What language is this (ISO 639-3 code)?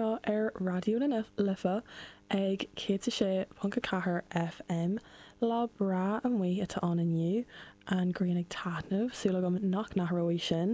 gle